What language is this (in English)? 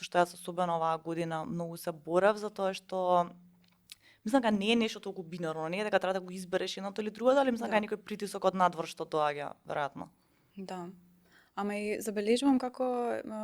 Macedonian